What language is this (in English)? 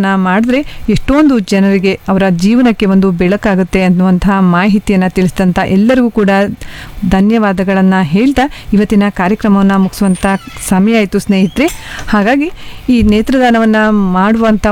Kannada